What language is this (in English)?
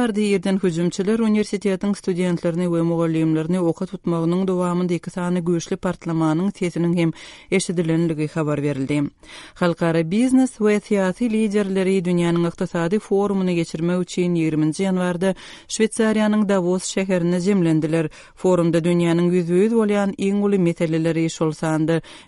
Turkmen